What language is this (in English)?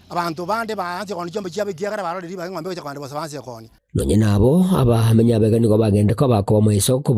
Gusii